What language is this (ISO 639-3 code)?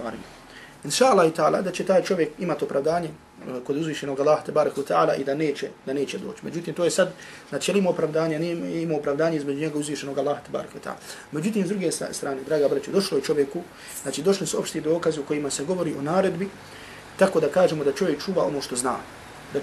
bos